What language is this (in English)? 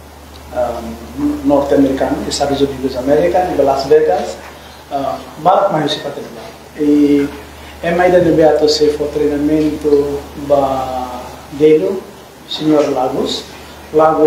Tetum